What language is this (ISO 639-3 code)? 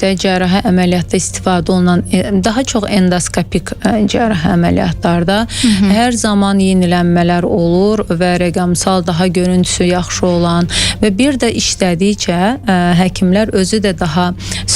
aze